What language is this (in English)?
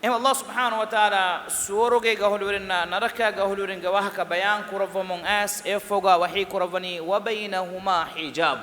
Divehi